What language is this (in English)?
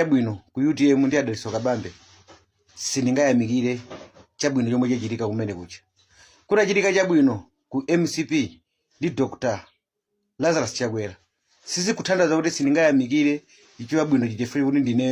Nyanja